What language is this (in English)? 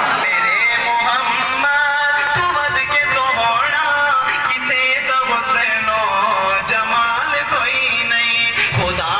Saraiki